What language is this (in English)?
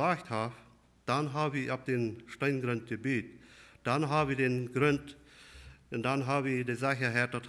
Plautdietsch